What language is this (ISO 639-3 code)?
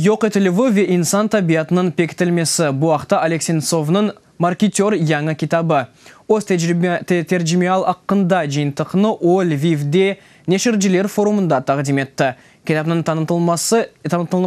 crh